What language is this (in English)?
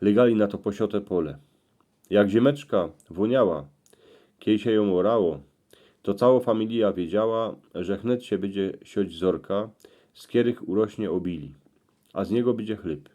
Silesian